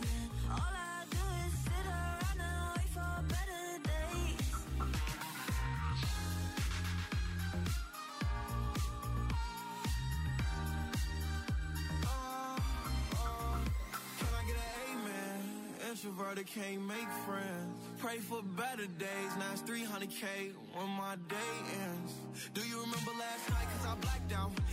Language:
English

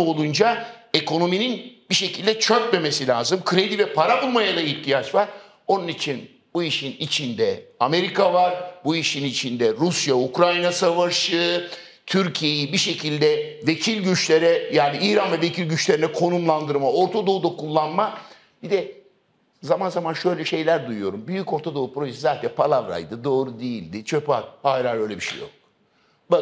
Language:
Turkish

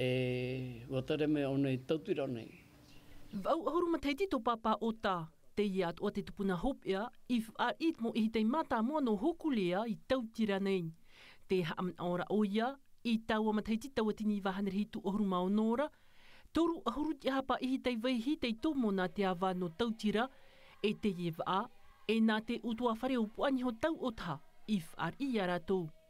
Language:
Tahitian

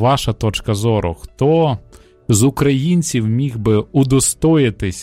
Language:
Ukrainian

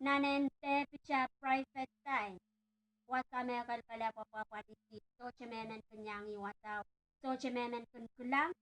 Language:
Pohnpeian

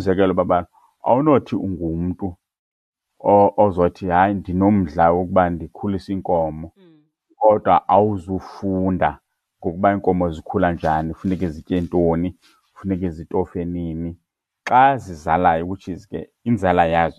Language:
Xhosa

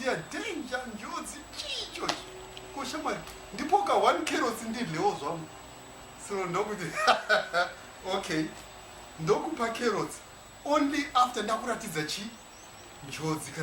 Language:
Shona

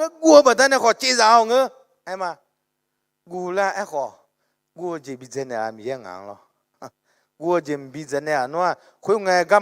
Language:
Akha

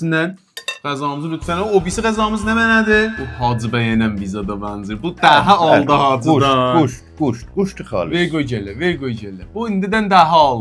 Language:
South Azerbaijani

